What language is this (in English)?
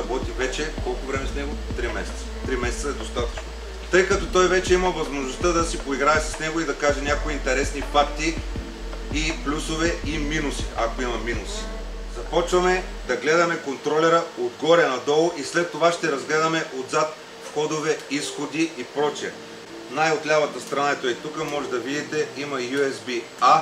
Bulgarian